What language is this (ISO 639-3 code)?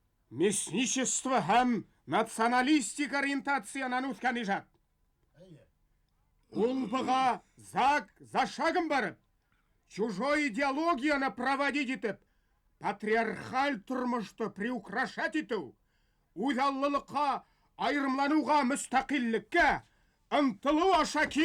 bak